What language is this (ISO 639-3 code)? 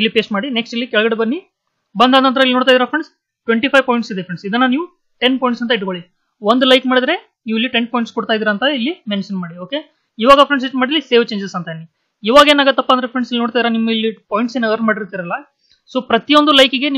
kan